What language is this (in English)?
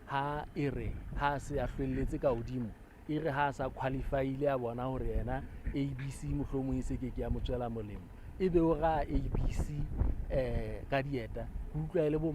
Southern Sotho